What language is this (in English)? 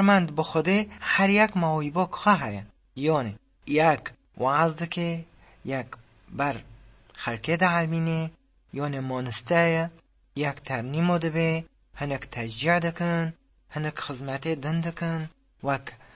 Kurdish